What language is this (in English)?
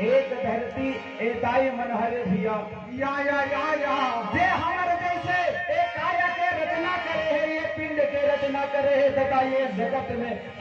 Chhattisgarhi